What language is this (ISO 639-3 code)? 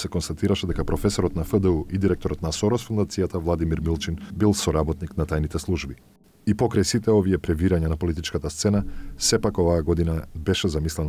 mkd